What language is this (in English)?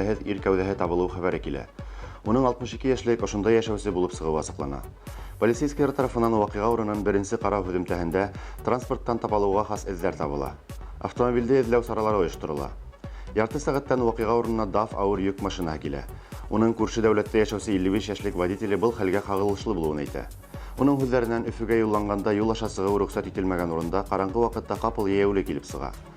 Bashkir